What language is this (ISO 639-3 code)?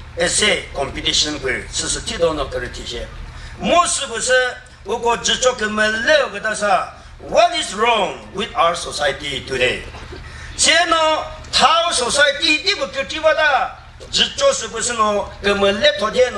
nri